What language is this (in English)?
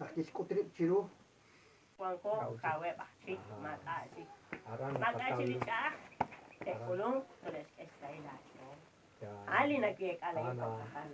Kekchí